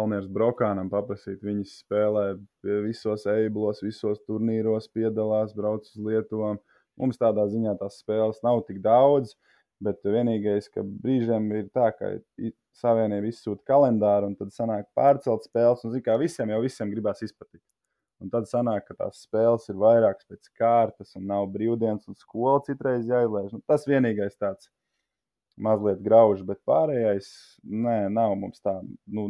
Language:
Latvian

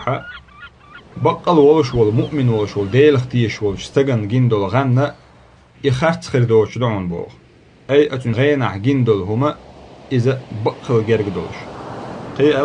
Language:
Chechen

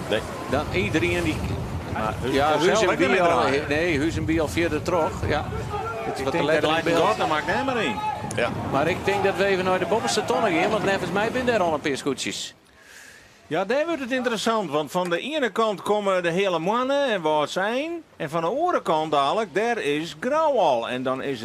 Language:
Western Frisian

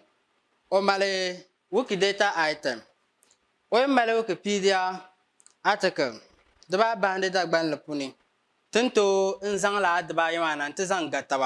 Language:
Dagbani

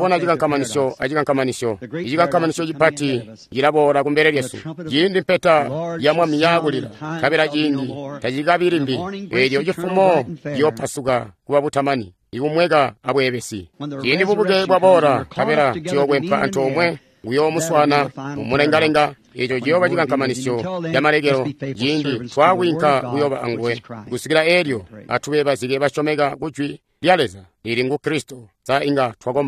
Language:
Tonga (Zambia)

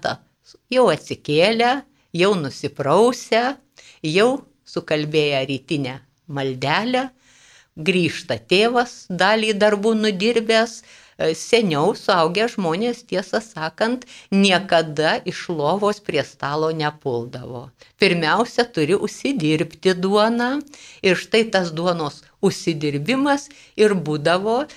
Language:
Lithuanian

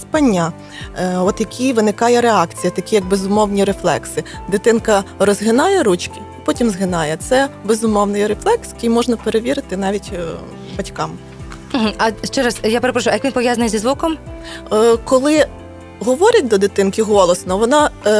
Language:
Ukrainian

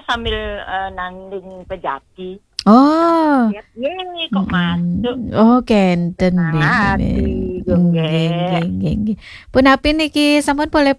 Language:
Balinese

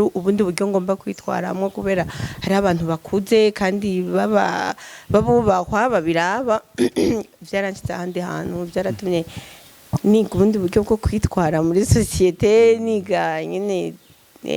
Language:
Rundi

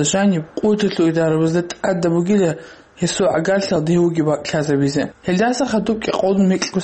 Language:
Avaric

